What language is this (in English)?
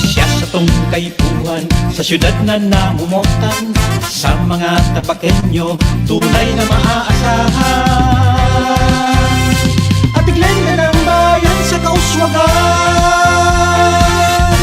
Bikol